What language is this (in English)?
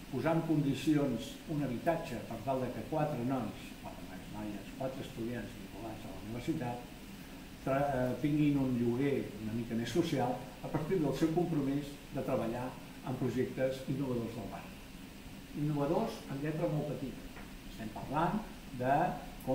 Catalan